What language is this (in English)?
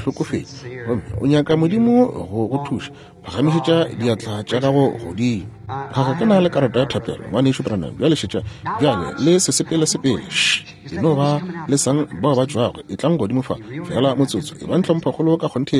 Northern Sotho